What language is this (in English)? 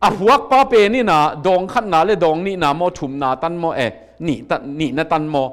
Tedim Chin